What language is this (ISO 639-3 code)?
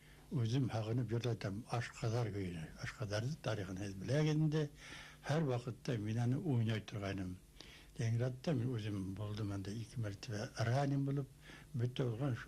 bak